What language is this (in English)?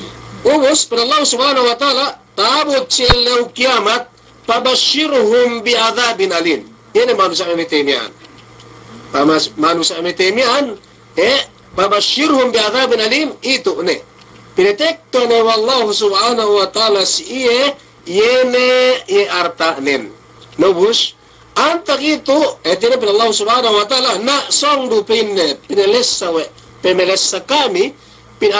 Yakan